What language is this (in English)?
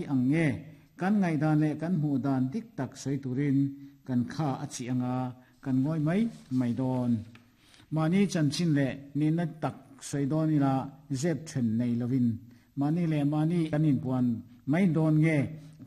Mizo